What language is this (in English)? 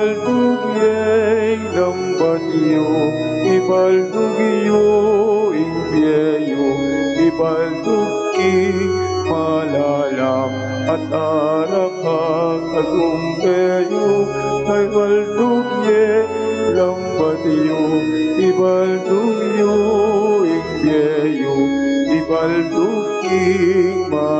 Pampanga